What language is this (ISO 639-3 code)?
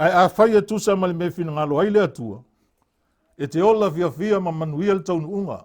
smo